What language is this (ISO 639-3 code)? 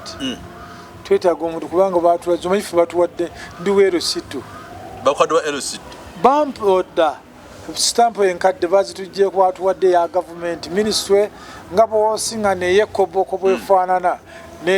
lug